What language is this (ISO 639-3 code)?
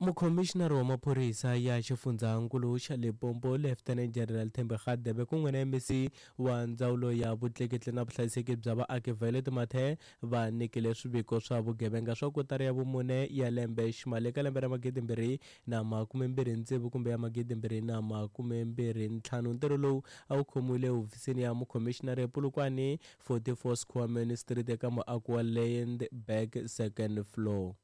tso